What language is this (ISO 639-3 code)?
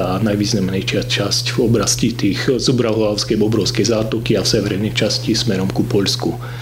slk